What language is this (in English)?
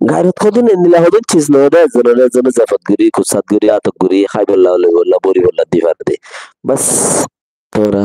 Rohingya